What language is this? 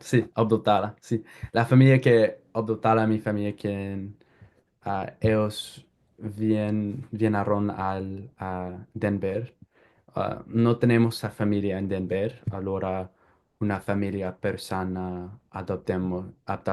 Ladino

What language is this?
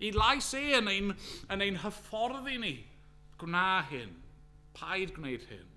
Welsh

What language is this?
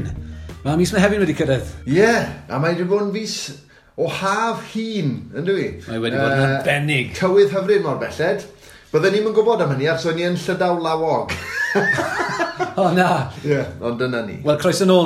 Welsh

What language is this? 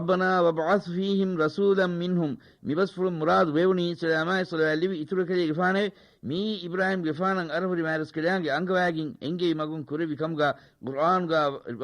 Divehi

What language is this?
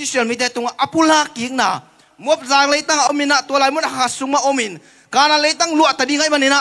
Tedim Chin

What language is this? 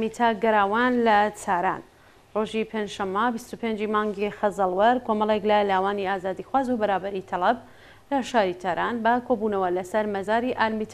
Central Kurdish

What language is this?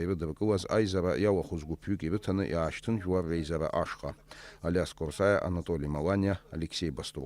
Abkhazian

